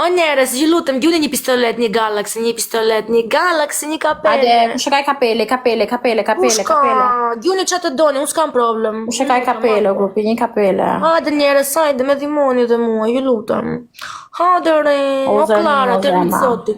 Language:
Albanian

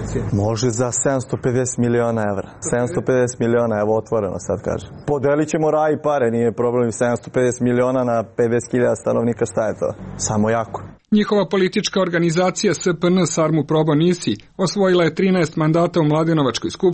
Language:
Serbian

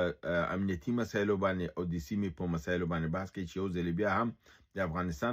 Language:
Pashto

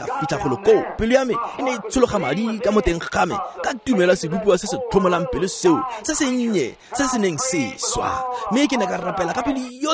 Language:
Tswana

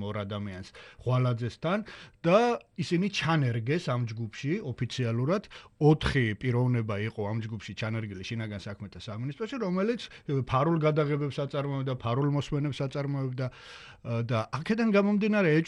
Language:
Georgian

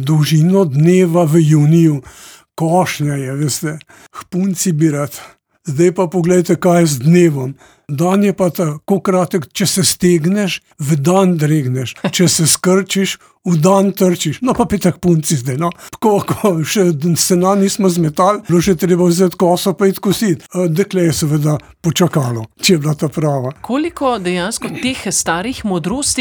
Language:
Slovenian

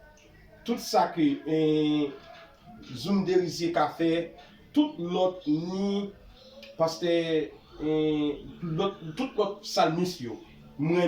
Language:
Haitian Creole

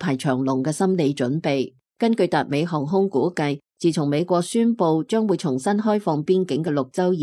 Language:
Cantonese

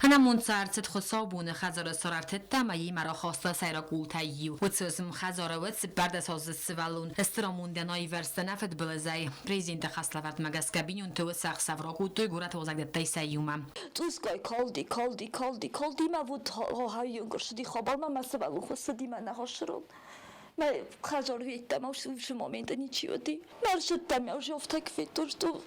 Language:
Ossetic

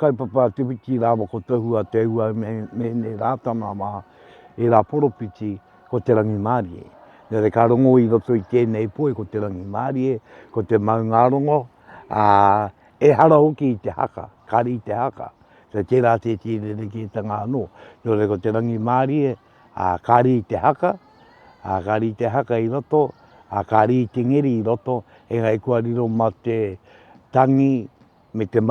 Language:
Māori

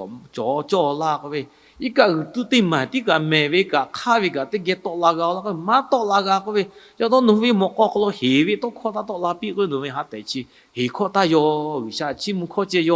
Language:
Lahu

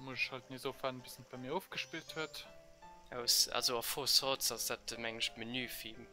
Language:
Luxembourgish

